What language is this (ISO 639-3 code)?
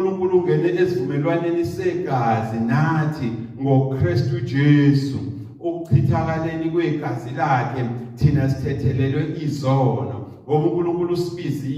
zul